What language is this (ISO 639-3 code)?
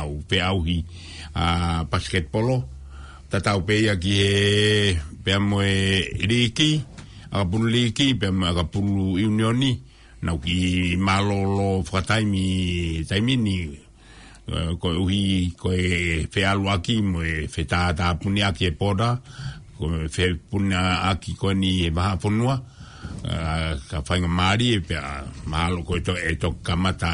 ton